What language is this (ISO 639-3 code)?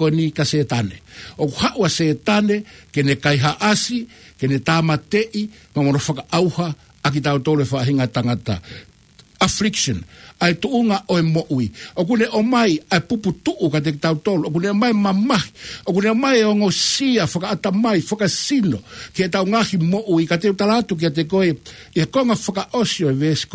ton